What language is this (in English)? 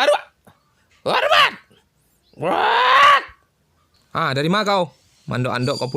Minangkabau